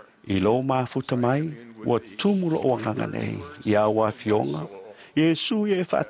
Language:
Samoan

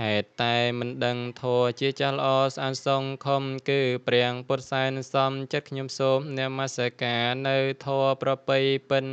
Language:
Khmer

